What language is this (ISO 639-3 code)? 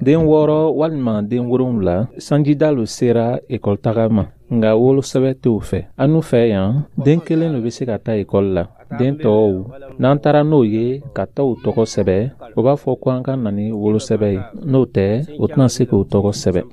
dyu